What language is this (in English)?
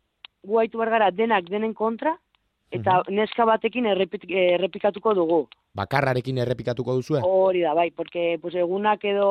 Basque